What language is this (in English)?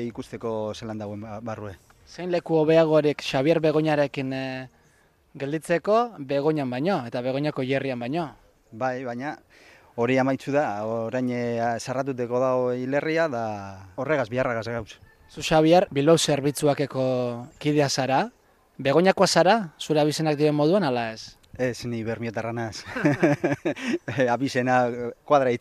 Basque